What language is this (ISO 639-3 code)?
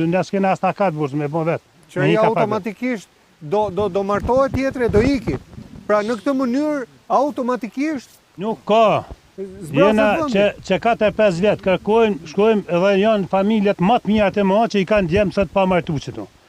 sqi